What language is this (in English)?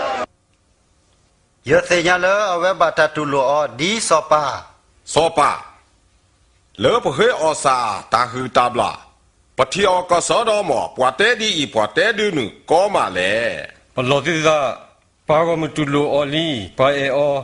S'gaw Karen